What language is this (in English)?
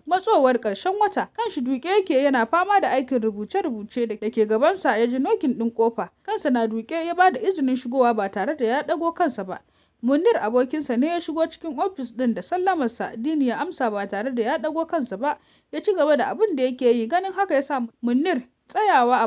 Hausa